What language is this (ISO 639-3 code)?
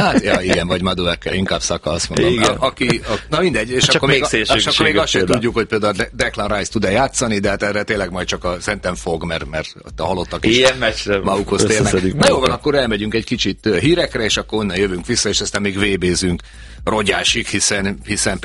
hun